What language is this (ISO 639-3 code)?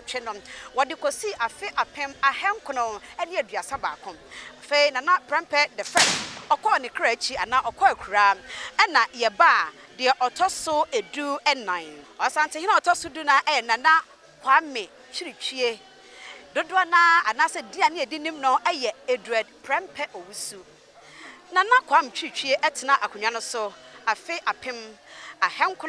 aka